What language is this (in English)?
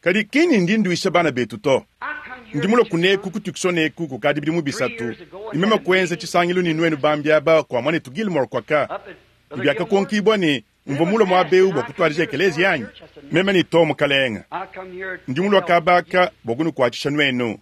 Luba-Lulua